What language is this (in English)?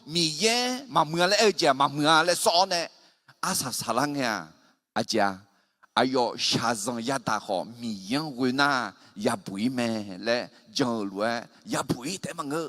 Akha